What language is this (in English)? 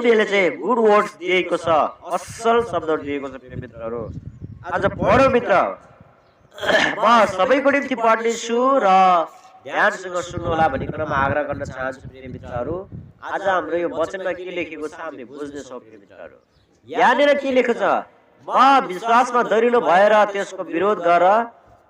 Nepali